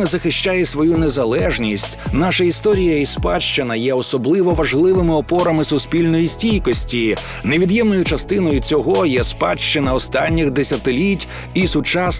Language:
Ukrainian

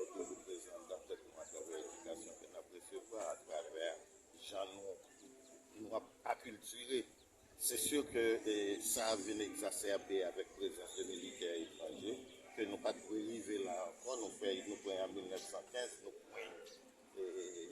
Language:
Haitian Creole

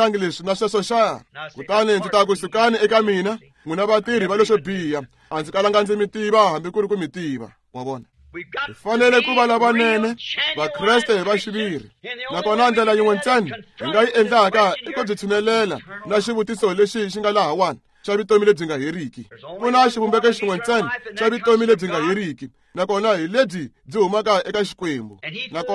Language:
Tsonga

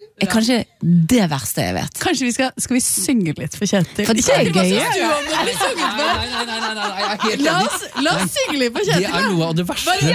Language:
Norwegian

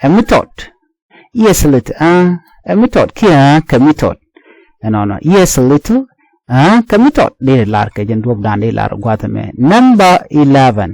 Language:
Nuer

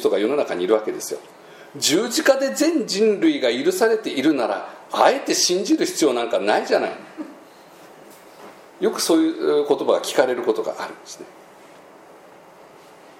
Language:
Japanese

